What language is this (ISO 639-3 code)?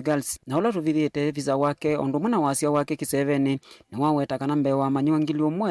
kam